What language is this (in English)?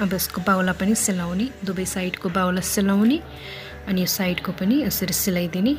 Nepali